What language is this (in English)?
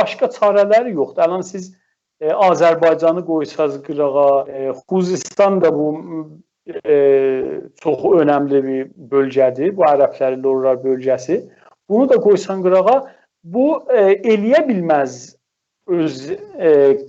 South Azerbaijani